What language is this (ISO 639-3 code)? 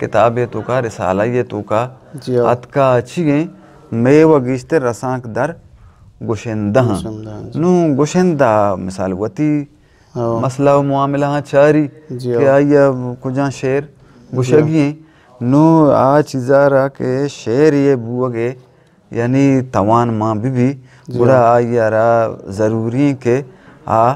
bgp